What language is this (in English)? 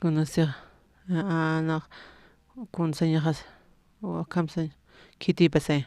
Aymara